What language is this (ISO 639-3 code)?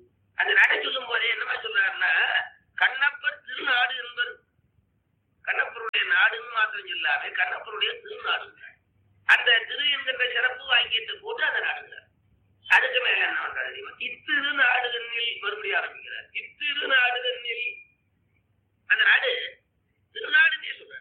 tam